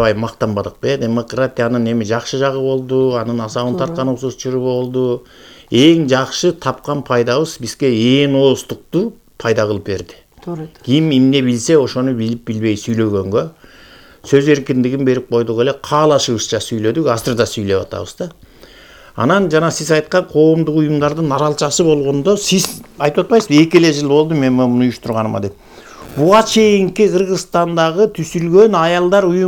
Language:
Kyrgyz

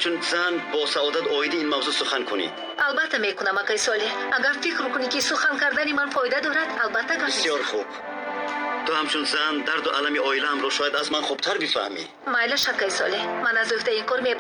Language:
Tajik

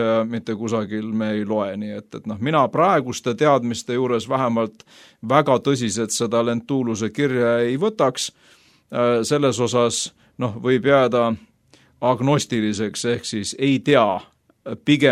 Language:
Estonian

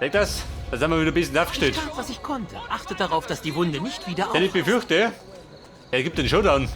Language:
Bavarian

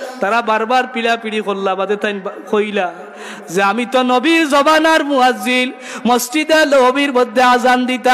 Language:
Sylheti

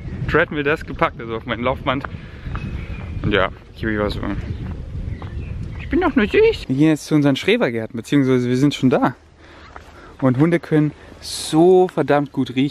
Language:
German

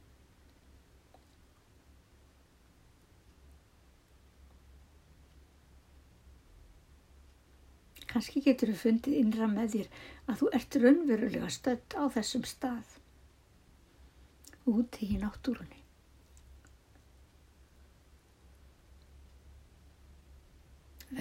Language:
Icelandic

